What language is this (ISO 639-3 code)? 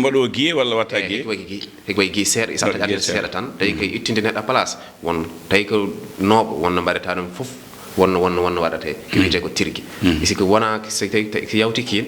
ful